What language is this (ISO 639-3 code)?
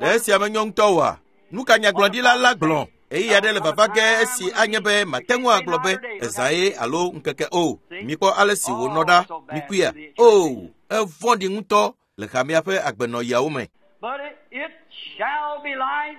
ewe